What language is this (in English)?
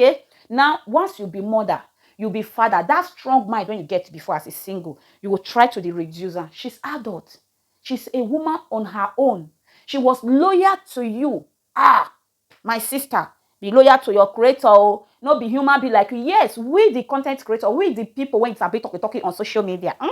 Nigerian Pidgin